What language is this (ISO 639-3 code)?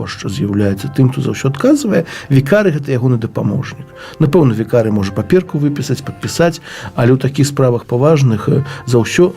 bel